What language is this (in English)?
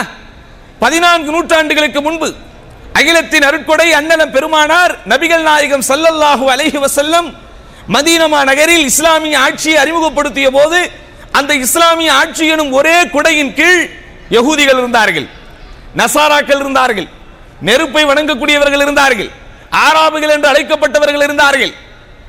Tamil